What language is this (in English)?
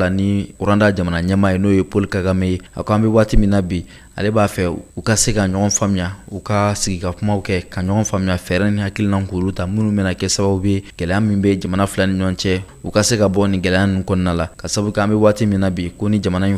Bambara